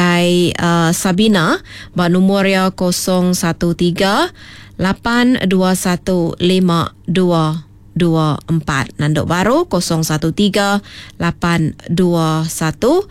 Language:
Iban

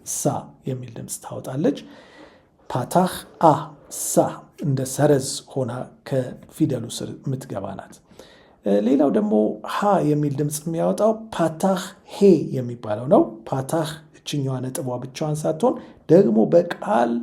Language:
Amharic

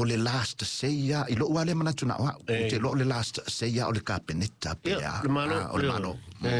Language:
Samoan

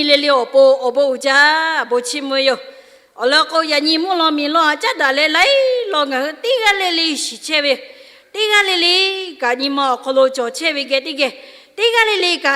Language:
Lahu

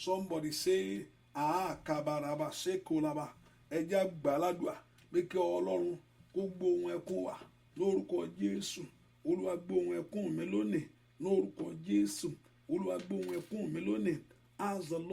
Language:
Yoruba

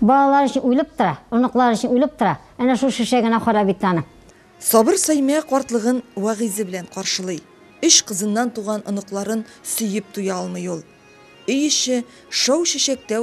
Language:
Tatar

